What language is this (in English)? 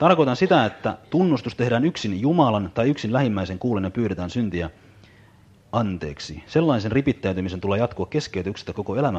Finnish